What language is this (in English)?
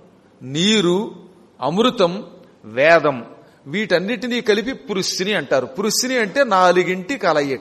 Telugu